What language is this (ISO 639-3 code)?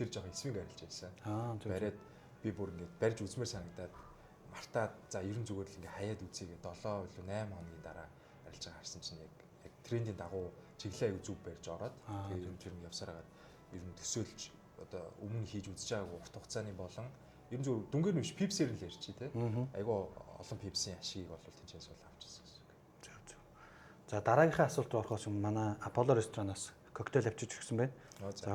mon